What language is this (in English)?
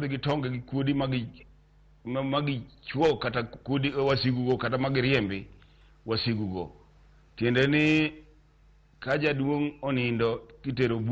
Luo (Kenya and Tanzania)